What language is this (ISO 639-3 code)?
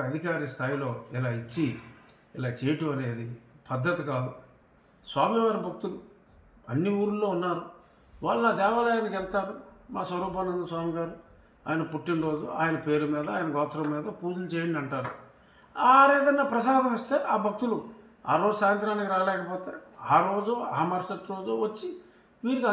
tel